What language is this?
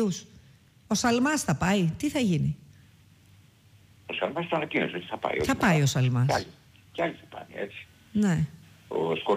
Greek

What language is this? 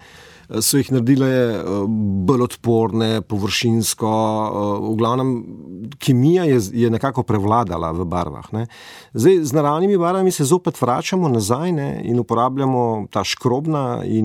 Slovenian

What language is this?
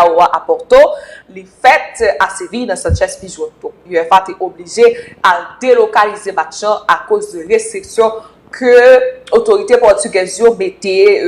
Haitian Creole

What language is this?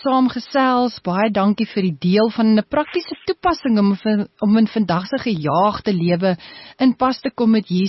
Afrikaans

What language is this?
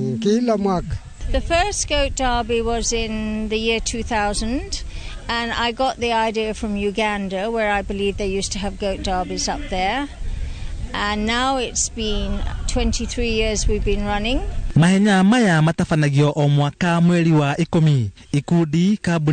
Kikuyu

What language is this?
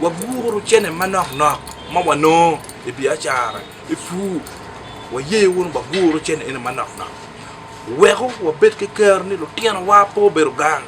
Acoli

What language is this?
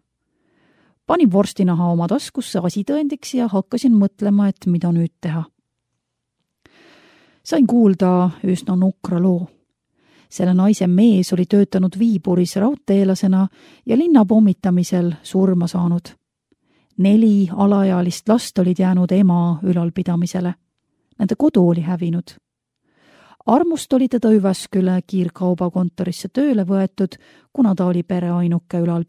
Estonian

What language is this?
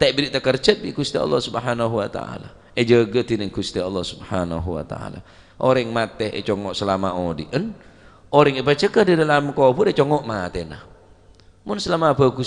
Madurese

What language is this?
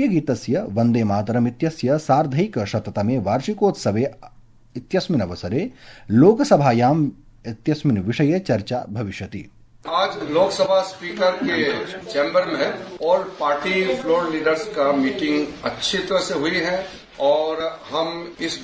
Sanskrit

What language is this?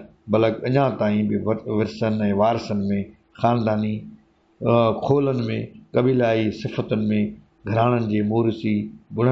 Sindhi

